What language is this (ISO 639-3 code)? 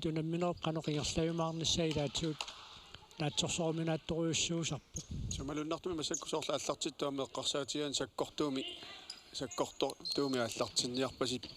kal